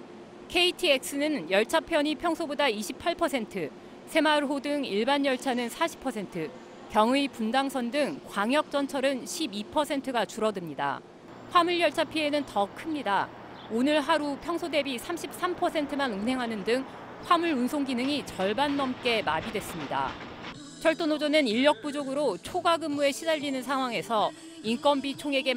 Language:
Korean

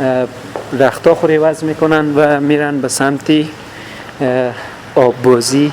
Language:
Persian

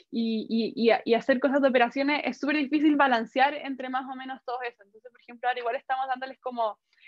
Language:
Spanish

